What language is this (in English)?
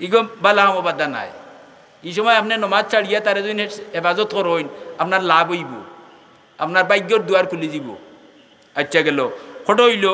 Sylheti